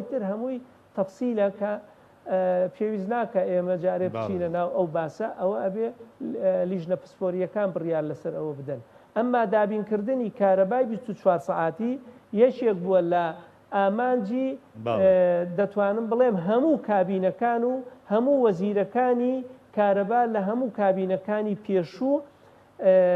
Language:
Central Kurdish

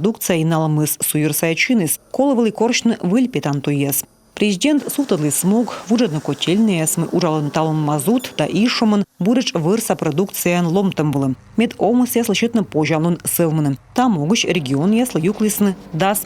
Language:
Komi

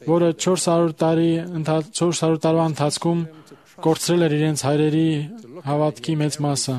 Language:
Armenian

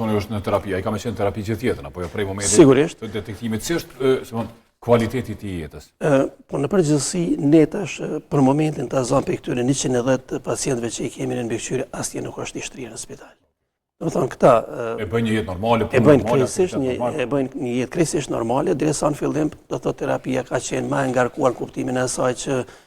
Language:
Albanian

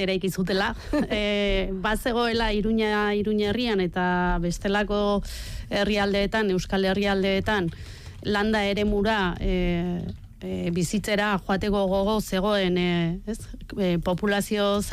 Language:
Basque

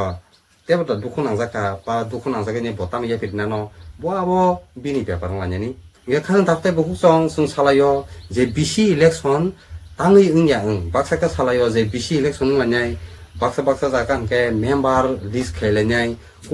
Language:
Kok Borok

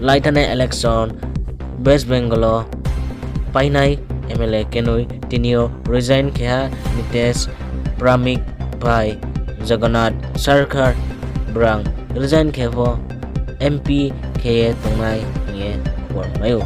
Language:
Riang (India)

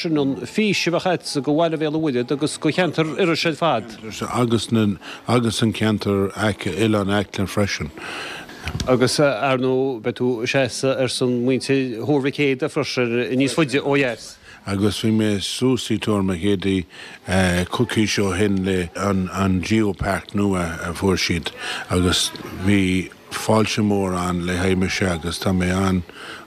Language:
Irish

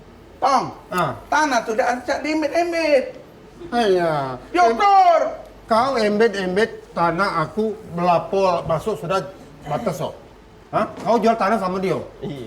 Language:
Musi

